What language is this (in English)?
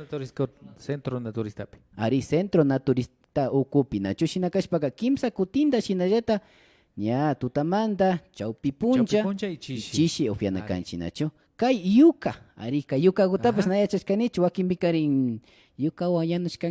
Imbabura Highland Quichua